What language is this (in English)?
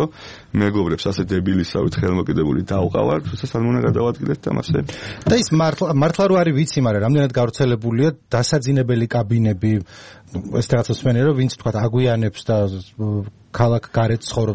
Georgian